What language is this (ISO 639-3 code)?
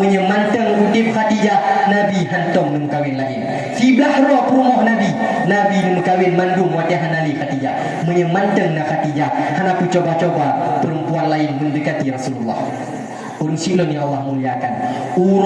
ace